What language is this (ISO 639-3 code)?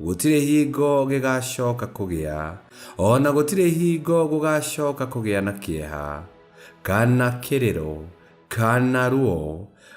kik